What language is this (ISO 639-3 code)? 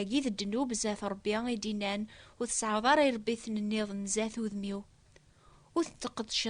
kab